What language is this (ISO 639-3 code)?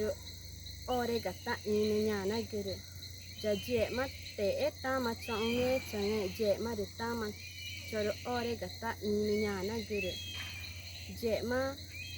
tca